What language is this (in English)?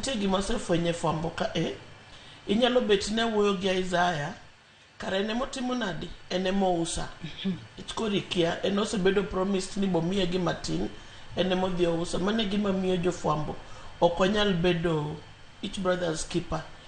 Luo (Kenya and Tanzania)